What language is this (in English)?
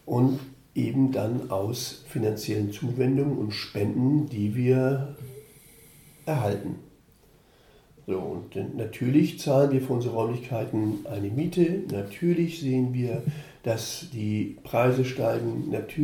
German